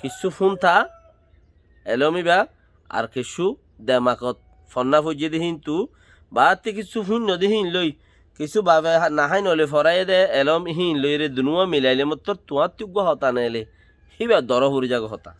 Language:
Rohingya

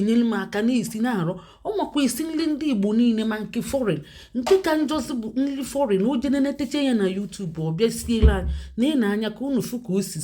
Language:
Igbo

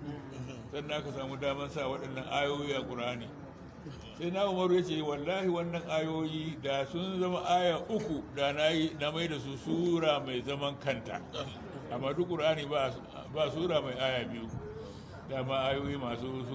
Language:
Hausa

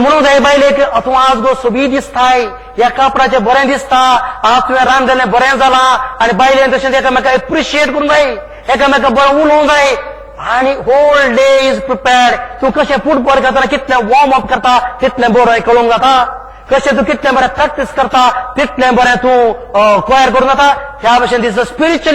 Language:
Konkani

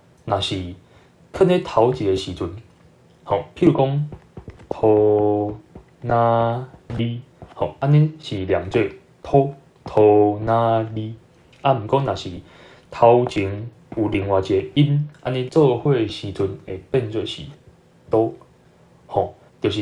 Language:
Min Nan Chinese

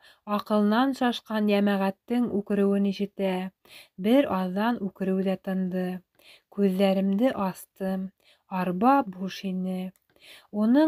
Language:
Bashkir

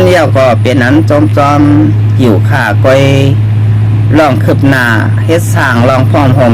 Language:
Shan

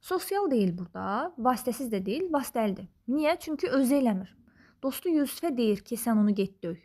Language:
Azerbaijani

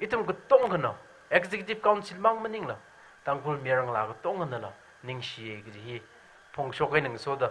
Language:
Tangkhul Naga (India)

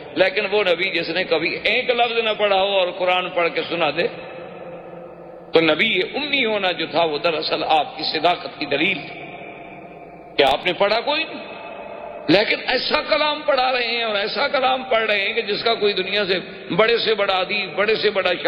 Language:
Urdu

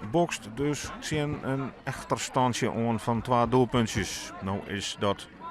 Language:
Western Frisian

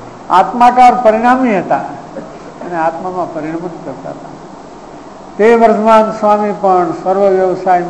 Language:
Gujarati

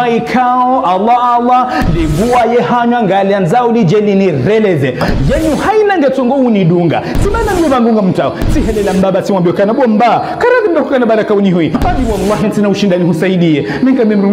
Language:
Ngazidja Comorian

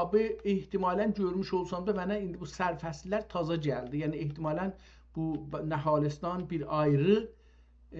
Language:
South Azerbaijani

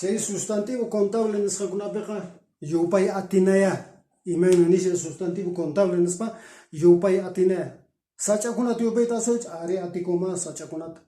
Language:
Quechua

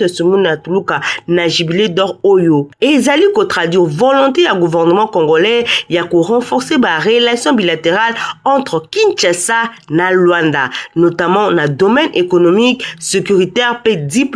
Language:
Lingala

